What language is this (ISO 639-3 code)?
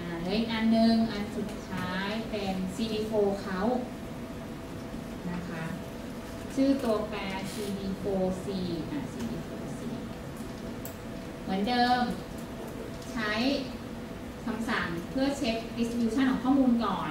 tha